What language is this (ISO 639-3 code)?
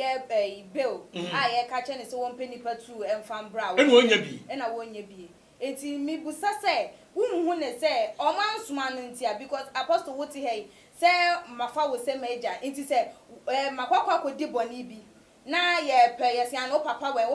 aka